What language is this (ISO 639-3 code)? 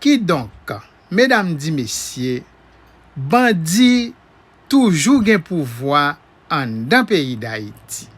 hat